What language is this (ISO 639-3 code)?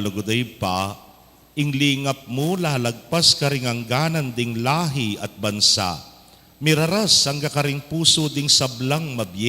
pam